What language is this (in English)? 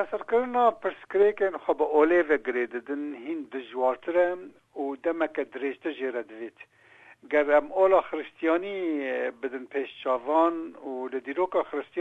Kurdish